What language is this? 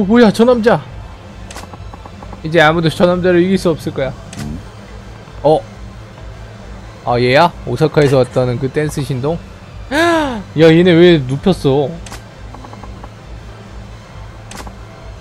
Korean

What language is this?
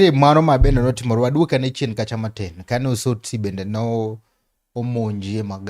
Luo (Kenya and Tanzania)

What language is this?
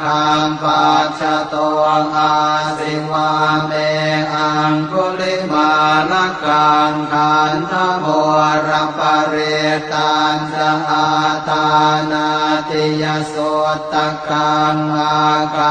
Pali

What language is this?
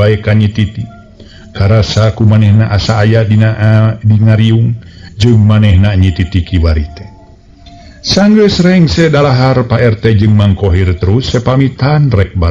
Sundanese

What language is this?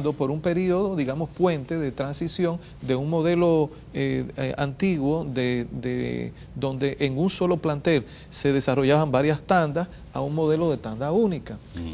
Spanish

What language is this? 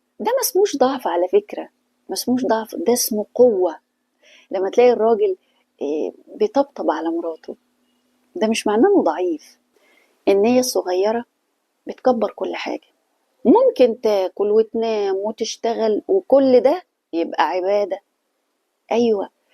Egyptian Arabic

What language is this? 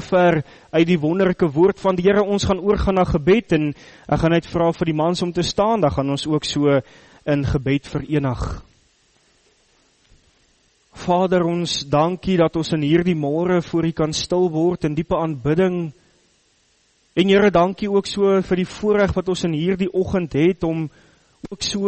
Afrikaans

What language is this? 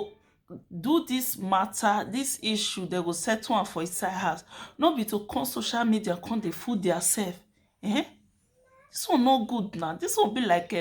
Nigerian Pidgin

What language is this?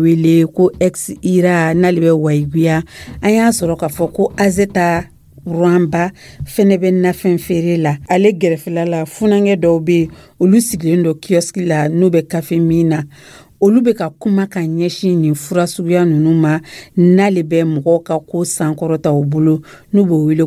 Dyula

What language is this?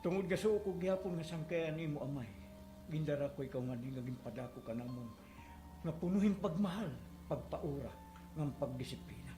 Waray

